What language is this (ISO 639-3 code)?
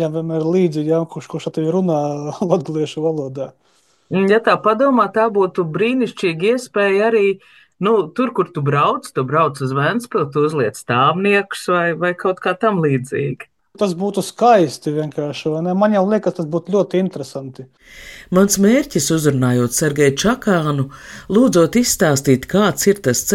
lav